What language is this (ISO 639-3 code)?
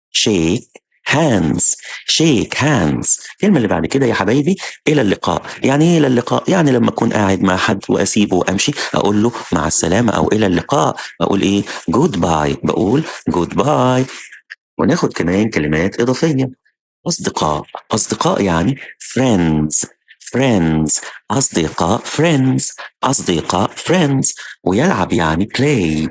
arz